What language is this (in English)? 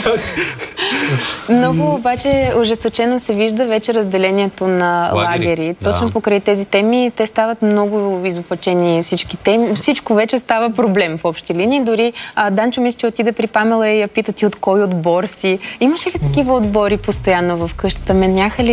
Bulgarian